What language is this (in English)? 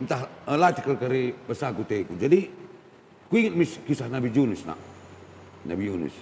Batak Karo